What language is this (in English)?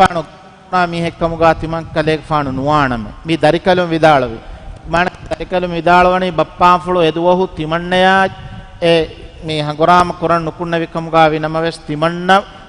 Divehi